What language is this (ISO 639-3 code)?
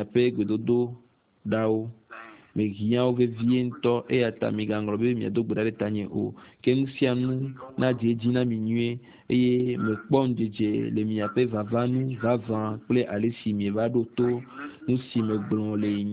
ewe